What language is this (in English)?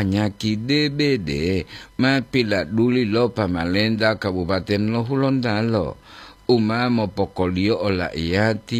Gorontalo